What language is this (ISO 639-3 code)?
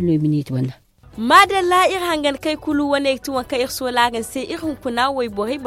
dje